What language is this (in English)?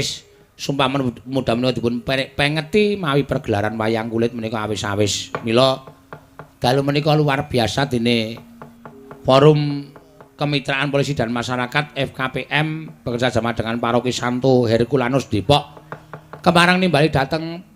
Javanese